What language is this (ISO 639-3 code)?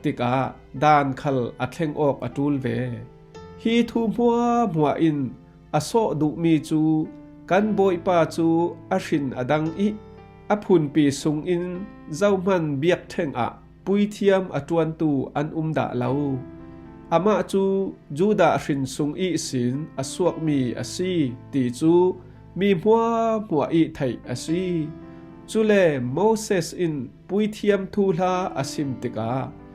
cfm